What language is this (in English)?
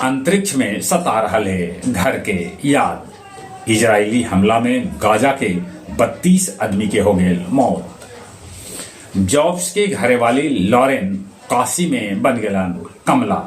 Magahi